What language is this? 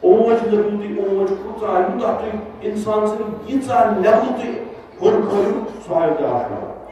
Kashmiri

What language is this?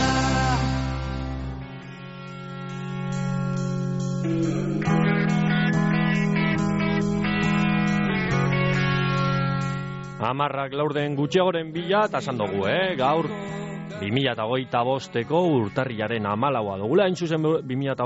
Basque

